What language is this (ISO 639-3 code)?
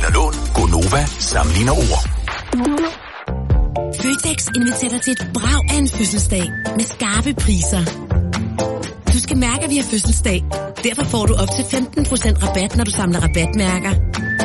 dan